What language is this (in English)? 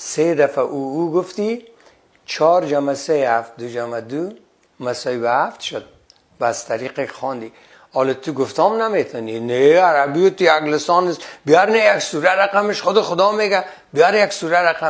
Persian